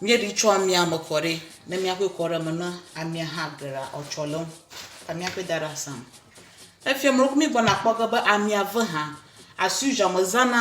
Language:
Ewe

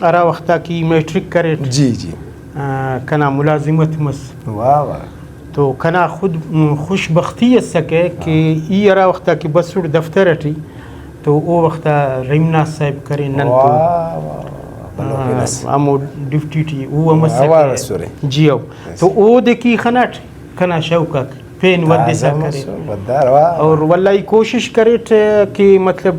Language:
Brahui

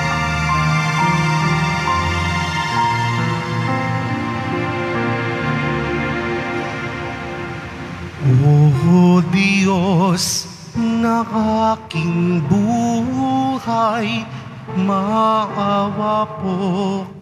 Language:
Filipino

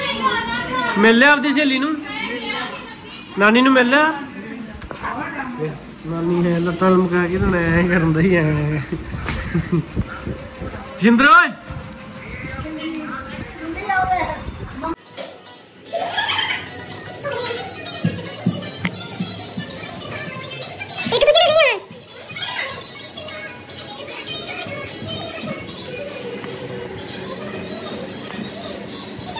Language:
Punjabi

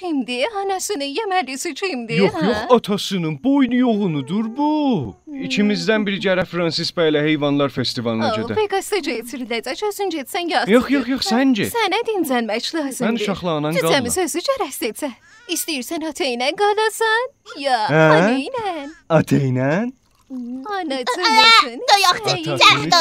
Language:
South Azerbaijani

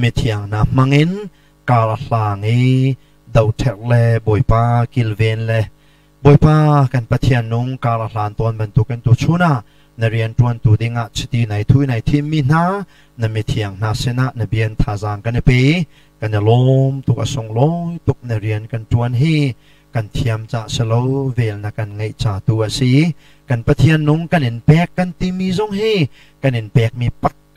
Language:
Hakha Chin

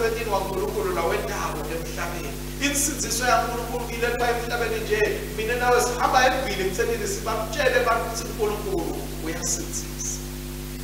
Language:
Swati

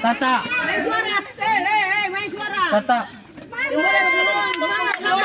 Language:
Ambonese Malay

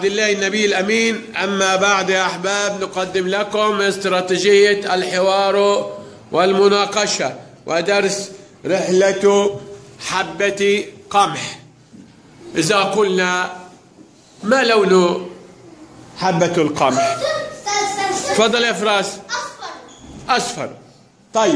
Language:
Arabic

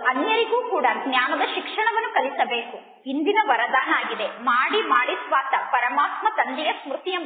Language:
Kannada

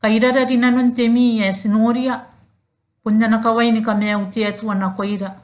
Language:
Gilbertese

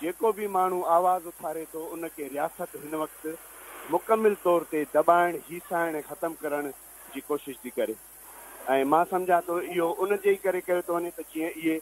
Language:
Sindhi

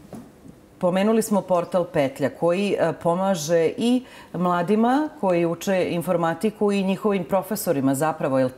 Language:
Serbian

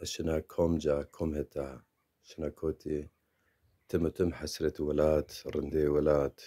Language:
Zaza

